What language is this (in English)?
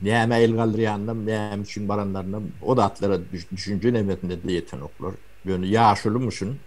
Turkmen